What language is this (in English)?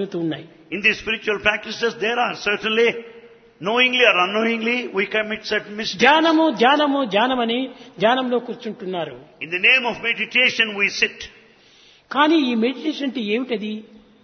Telugu